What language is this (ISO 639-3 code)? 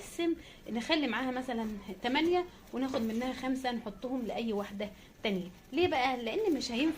arz